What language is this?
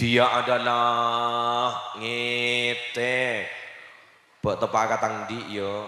Madurese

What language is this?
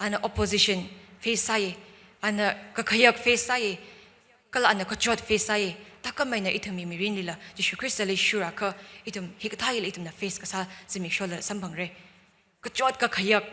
Tangkhul Naga (India)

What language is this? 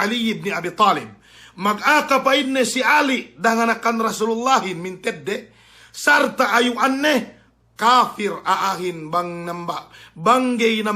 Yakan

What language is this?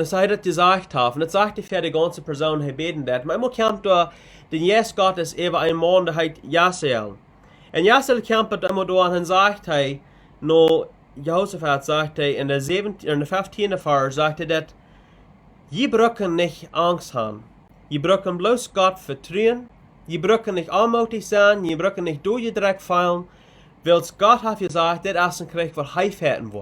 Plautdietsch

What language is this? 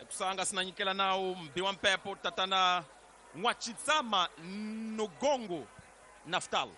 Tsonga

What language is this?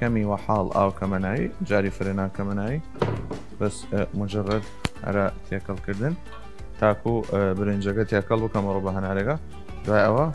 Southern Kurdish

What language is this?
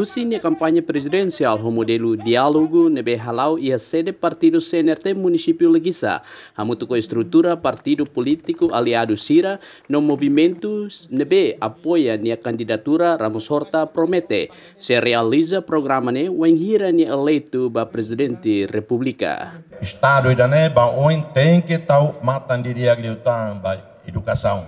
Tetum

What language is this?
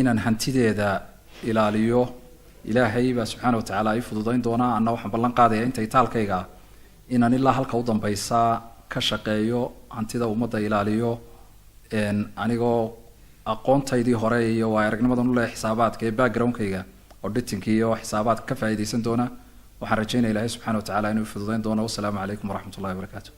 Somali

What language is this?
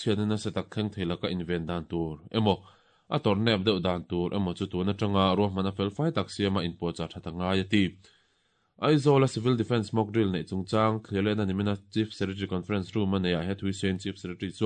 Mizo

